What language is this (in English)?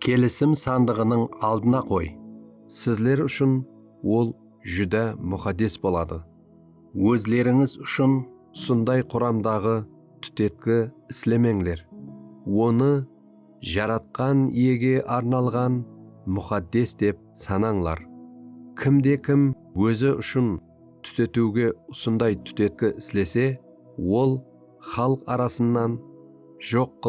Kara-Kalpak